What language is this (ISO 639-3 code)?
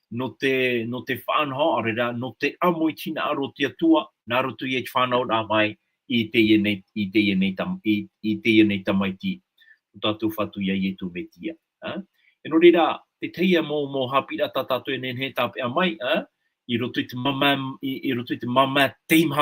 tah